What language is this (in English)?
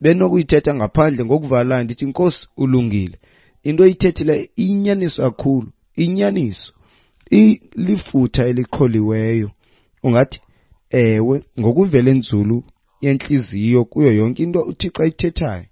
Xhosa